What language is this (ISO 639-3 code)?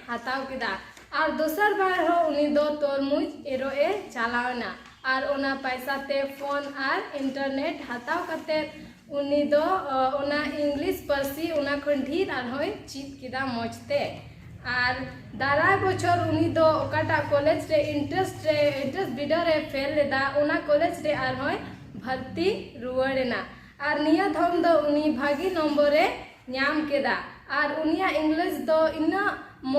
sat